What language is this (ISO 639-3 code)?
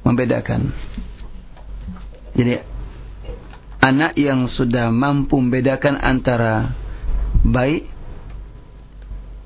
ind